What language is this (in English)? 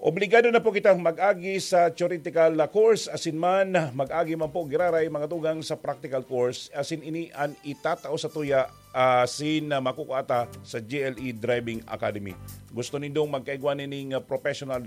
Bikol